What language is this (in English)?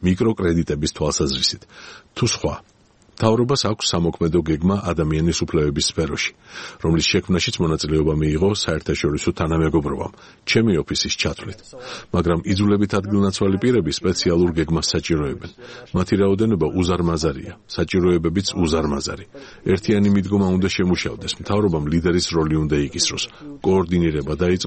Georgian